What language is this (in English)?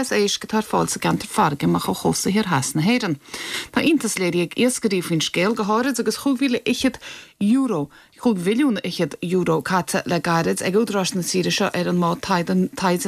Irish